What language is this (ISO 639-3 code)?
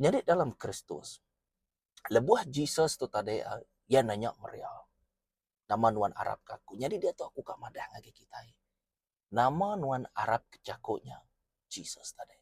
iba